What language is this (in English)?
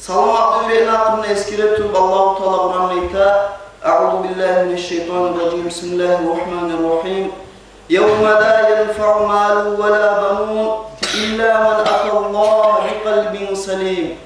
Kumyk